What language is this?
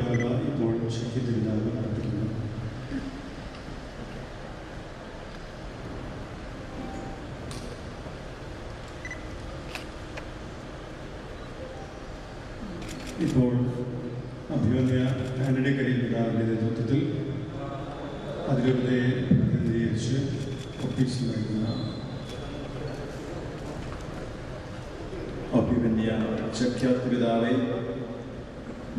Malayalam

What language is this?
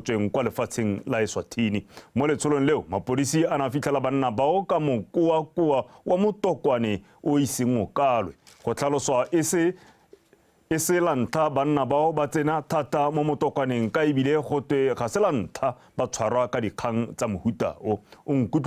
Tswana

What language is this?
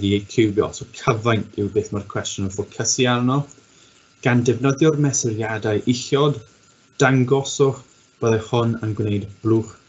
Welsh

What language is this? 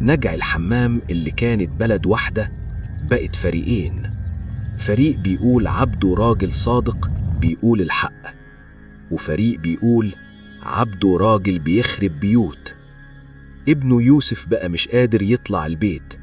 Egyptian Arabic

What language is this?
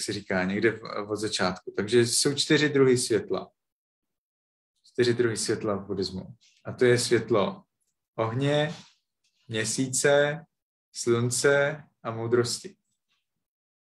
Czech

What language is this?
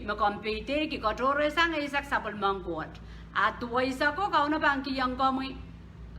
Pohnpeian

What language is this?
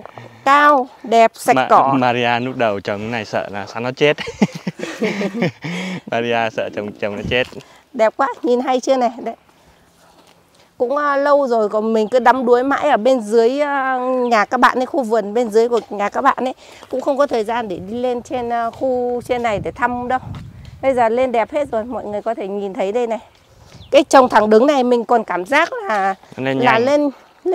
Vietnamese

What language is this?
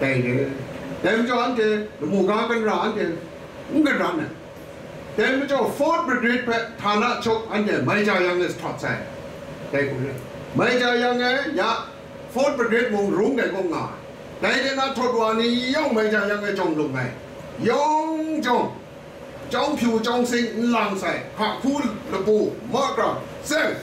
Kachin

